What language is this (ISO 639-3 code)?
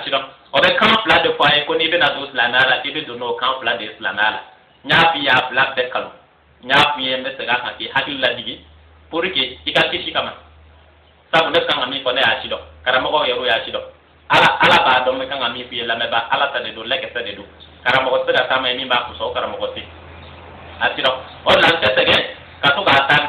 bam